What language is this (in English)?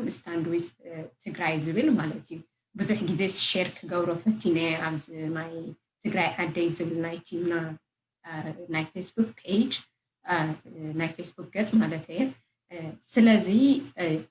Tigrinya